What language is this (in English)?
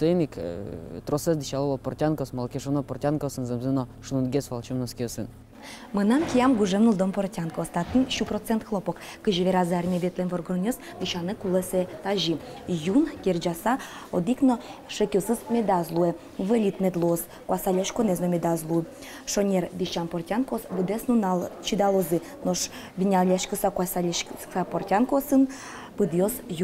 Udmurt